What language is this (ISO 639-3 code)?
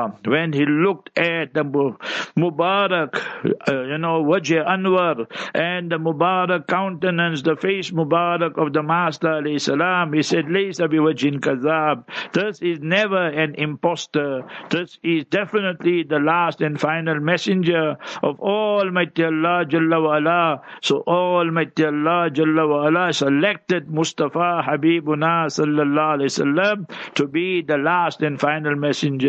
eng